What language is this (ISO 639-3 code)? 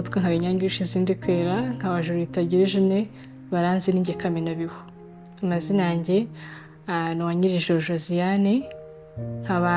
kin